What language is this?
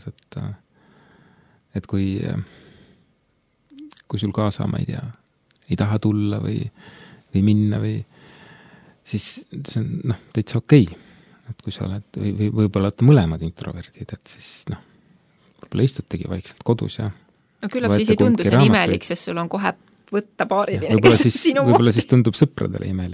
Estonian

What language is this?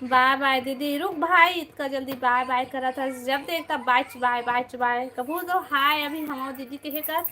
Chhattisgarhi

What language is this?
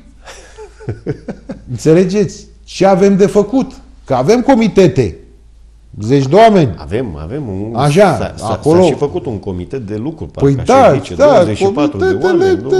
Romanian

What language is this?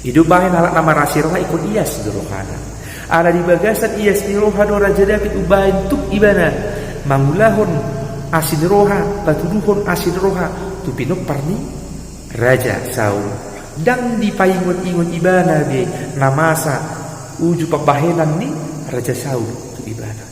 Batak Toba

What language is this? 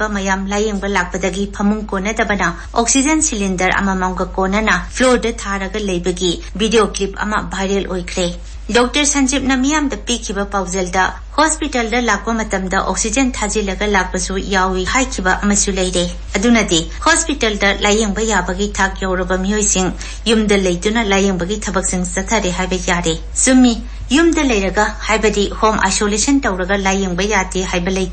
Manipuri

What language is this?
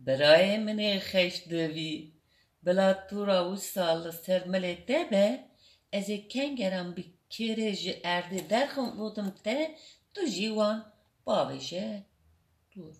Kurdish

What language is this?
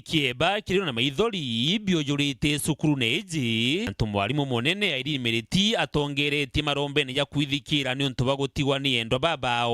Meru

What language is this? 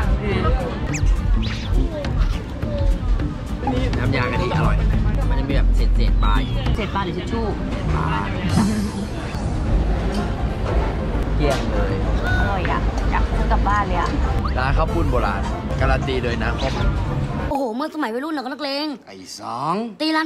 Thai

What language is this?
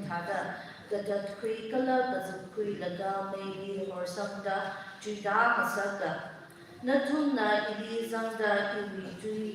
Tangkhul Naga (India)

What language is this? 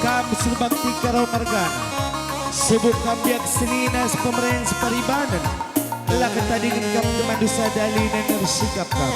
Batak Karo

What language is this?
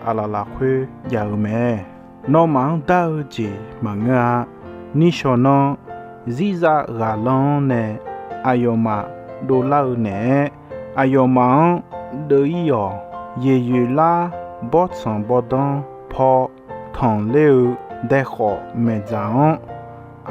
Akha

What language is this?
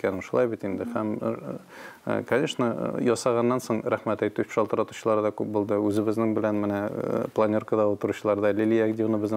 Tatar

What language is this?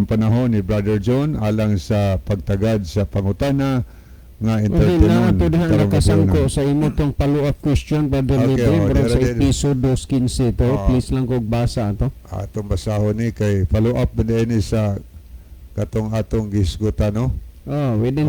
Cebuano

